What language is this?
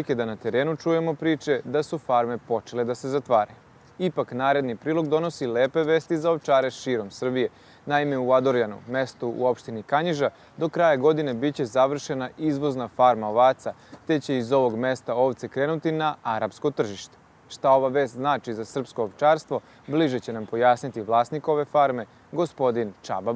Serbian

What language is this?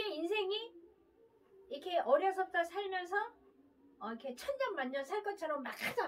Korean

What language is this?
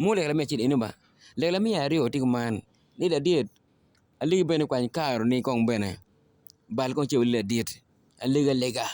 Acoli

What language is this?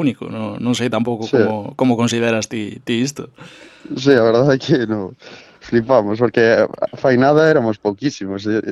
Galician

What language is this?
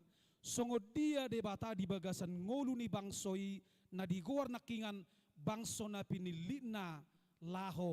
Batak Toba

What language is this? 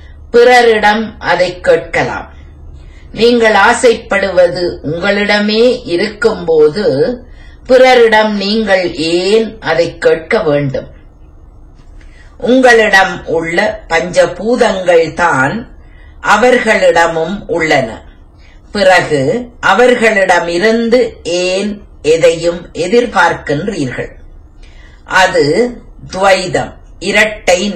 Tamil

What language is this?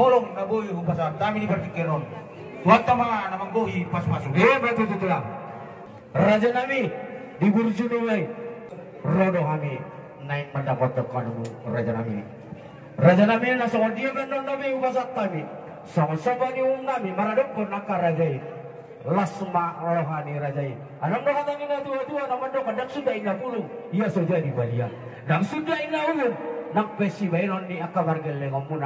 Batak Toba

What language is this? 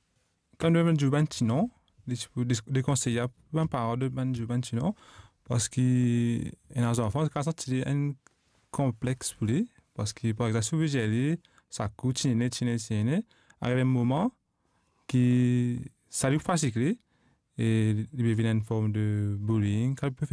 Morisyen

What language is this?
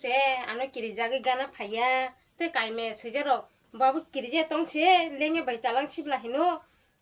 Kok Borok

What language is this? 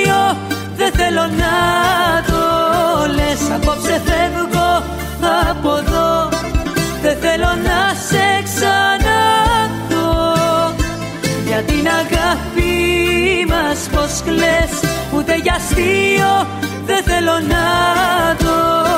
Greek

